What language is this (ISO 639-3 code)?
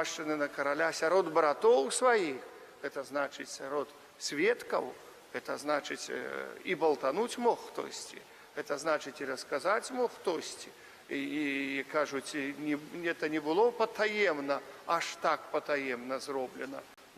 bel